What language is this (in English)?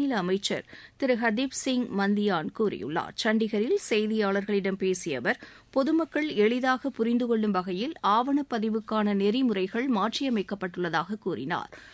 Tamil